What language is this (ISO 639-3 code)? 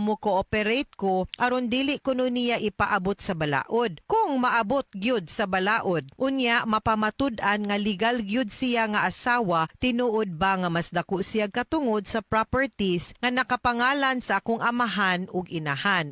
ceb